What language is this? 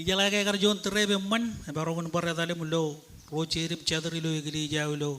Marshallese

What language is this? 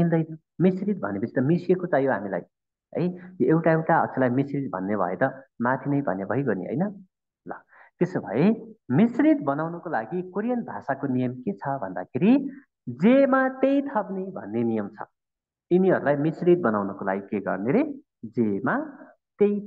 Nepali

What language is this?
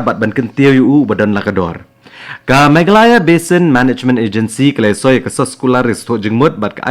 Khasi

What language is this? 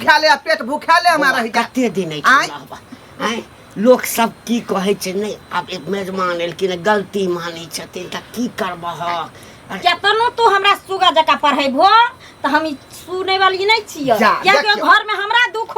Maithili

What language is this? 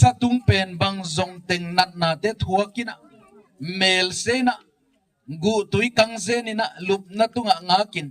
Gangte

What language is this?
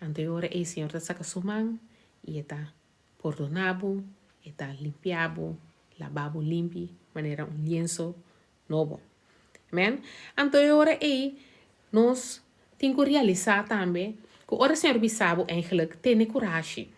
Papiamento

